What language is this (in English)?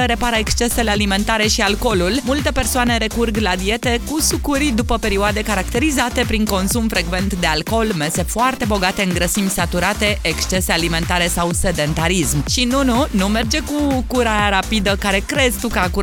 Romanian